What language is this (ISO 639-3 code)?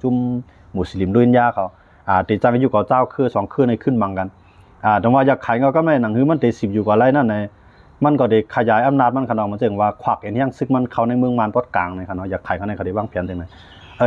shn